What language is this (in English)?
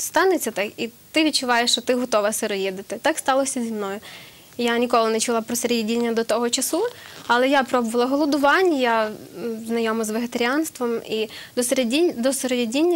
Ukrainian